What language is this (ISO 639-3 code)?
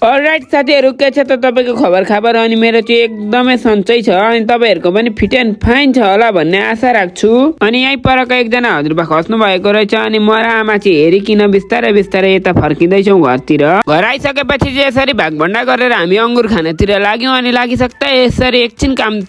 nep